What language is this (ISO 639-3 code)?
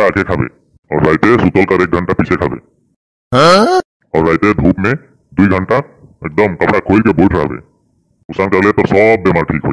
sck